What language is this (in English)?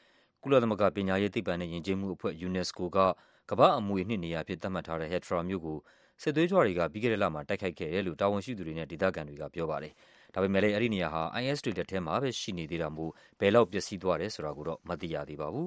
Burmese